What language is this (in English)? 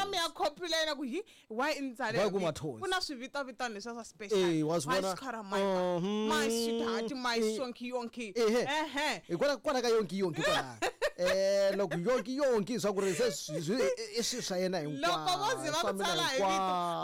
Tsonga